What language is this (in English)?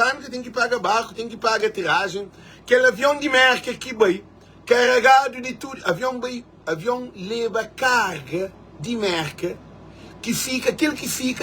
Kabuverdianu